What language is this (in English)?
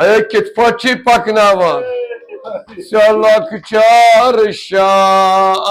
Kashmiri